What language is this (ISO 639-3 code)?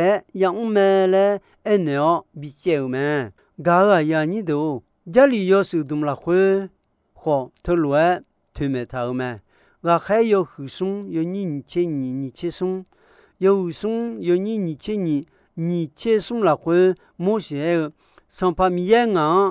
ahk